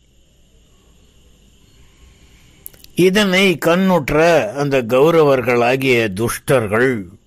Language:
Tamil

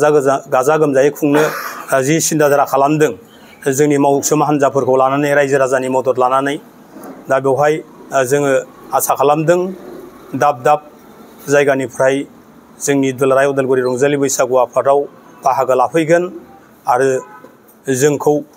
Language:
Bodo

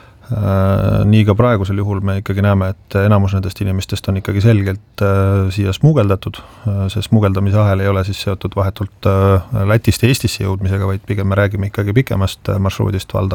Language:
Estonian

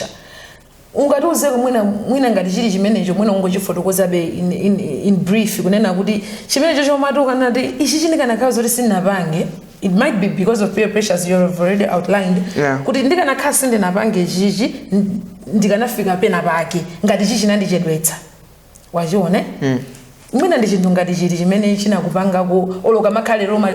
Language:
Nyanja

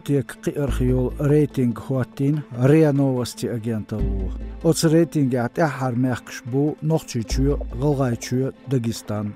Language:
Chechen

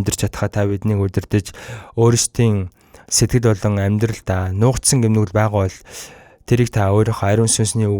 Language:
Mongolian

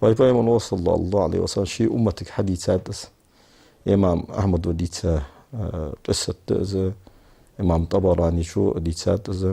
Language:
Ingush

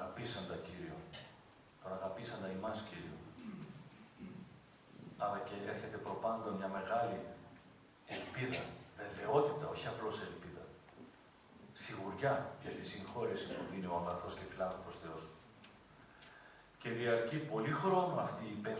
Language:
Greek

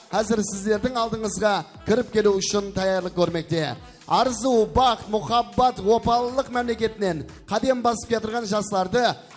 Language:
Kara-Kalpak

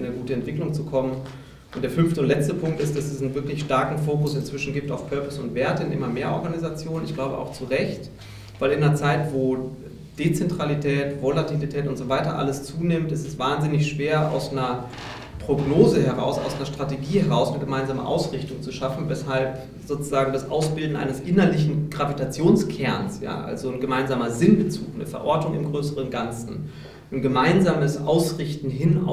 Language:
German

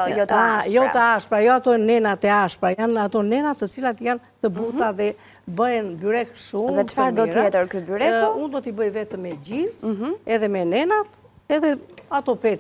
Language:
Albanian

